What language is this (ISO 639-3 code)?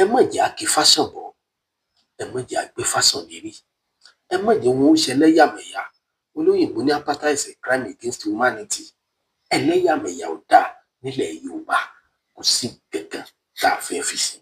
yor